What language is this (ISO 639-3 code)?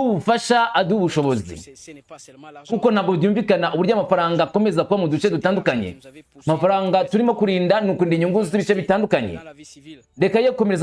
kin